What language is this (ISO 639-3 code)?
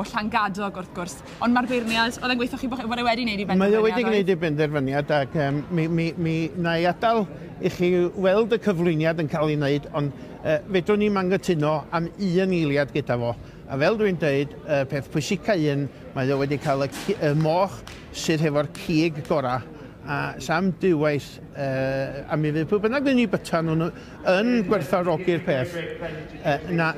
cym